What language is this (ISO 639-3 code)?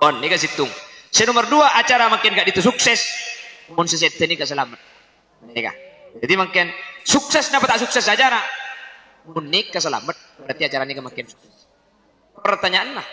mad